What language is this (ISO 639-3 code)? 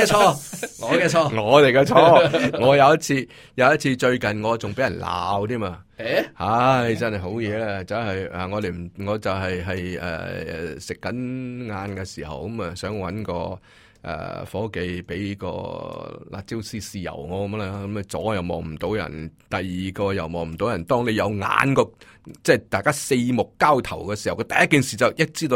yue